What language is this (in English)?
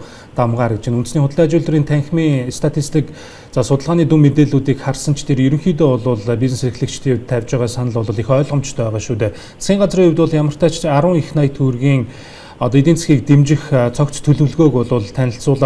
Mongolian